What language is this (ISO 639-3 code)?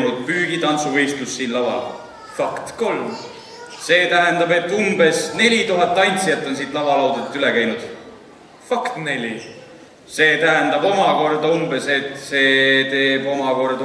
est